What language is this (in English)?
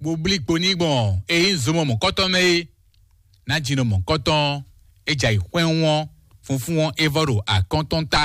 Fon